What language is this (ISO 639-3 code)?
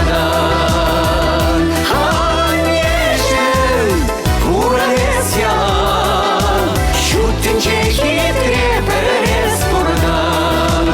chv